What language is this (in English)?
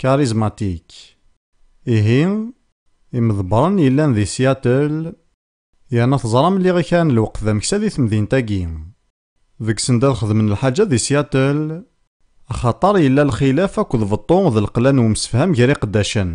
Kabyle